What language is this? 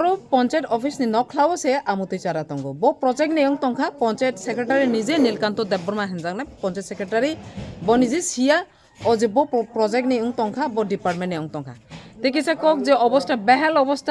Kok Borok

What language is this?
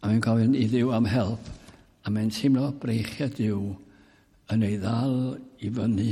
Welsh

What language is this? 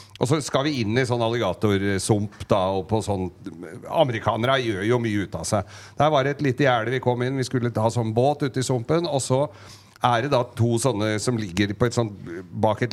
Norwegian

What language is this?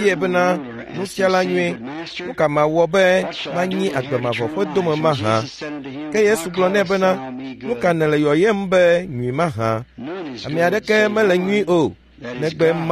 Ewe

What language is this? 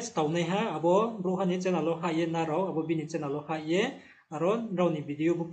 Riang (India)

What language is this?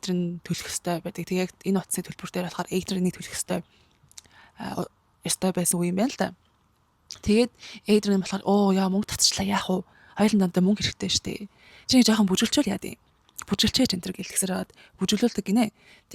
Mongolian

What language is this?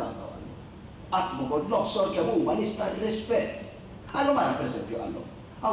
Maltese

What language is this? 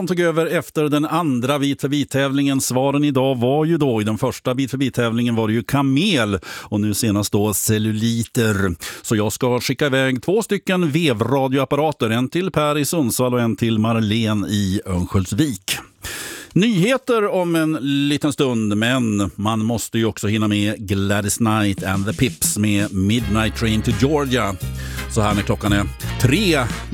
Swedish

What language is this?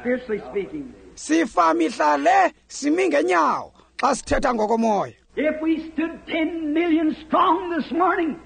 Xhosa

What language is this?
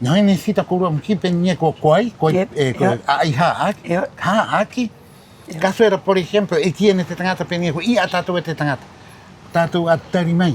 Rapanui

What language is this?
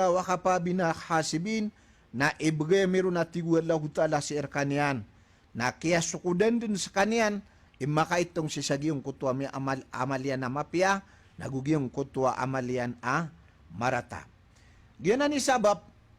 Maranao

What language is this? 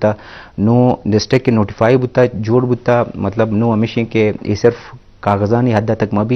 Eastern Balochi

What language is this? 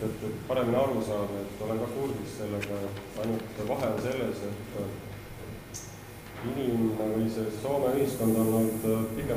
Estonian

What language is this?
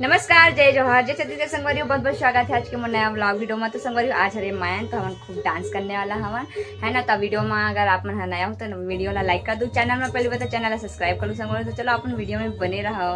Chhattisgarhi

